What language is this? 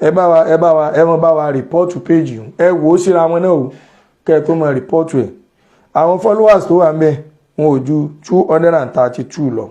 Yoruba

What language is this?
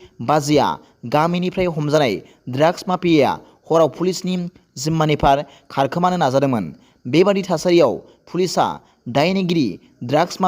Bodo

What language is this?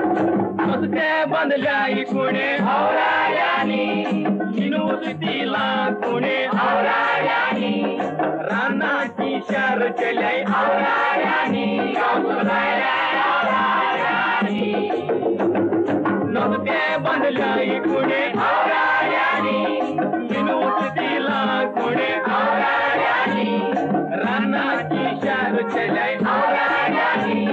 Konkani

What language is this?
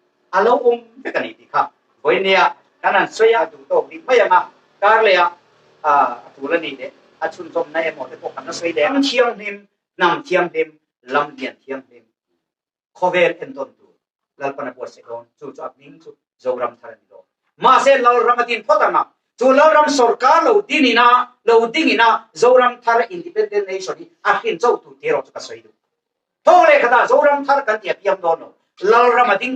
Mizo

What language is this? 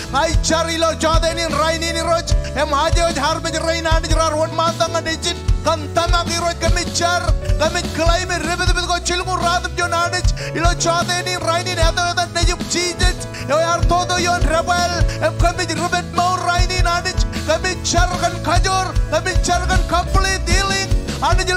Marshallese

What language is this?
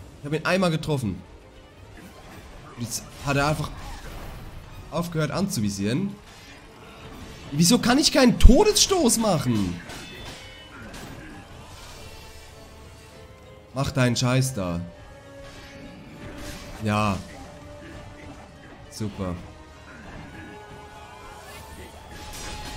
German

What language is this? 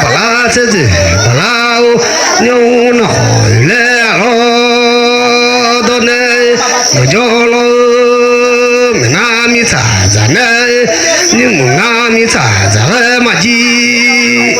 Akha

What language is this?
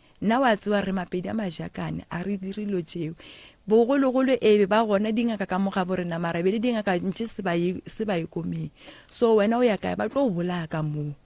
Northern Sotho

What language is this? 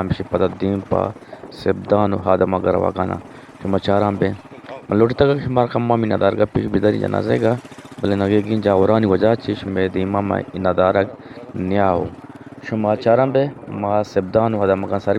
Eastern Balochi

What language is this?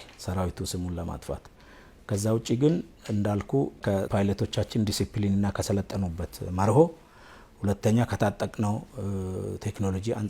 Amharic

